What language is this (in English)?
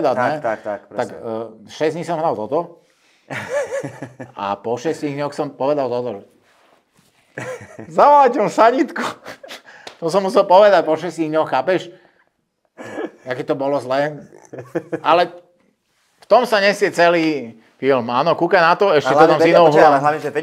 Slovak